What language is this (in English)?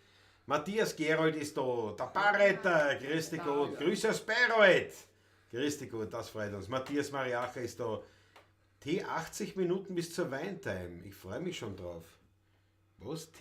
Bavarian